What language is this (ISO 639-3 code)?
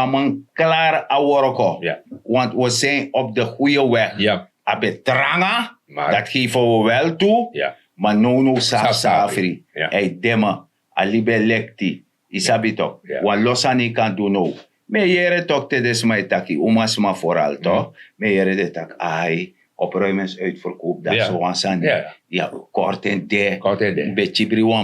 srn